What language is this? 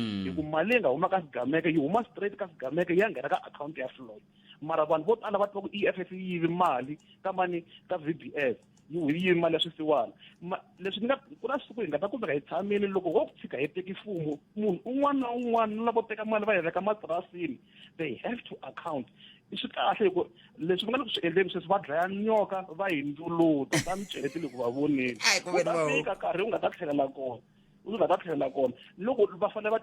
Tsonga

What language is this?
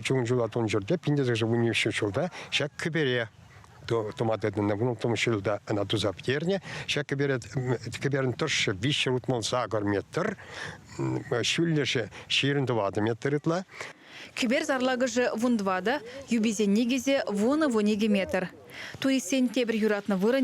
Chuvash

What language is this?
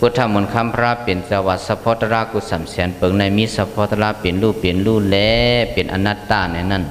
Shan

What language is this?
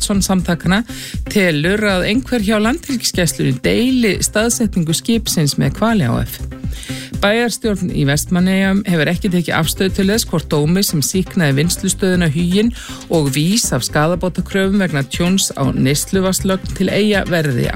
Icelandic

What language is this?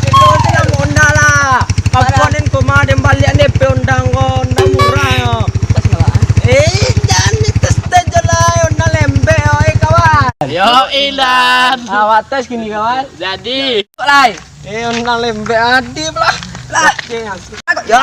Minangkabau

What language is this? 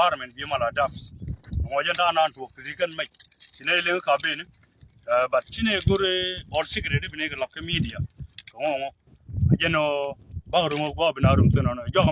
Nuer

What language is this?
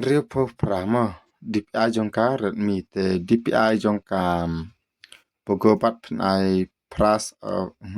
Khasi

